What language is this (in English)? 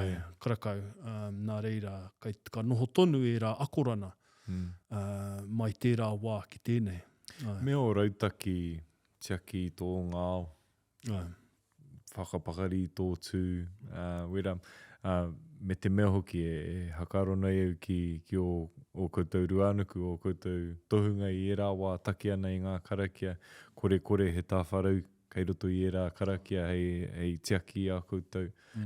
Māori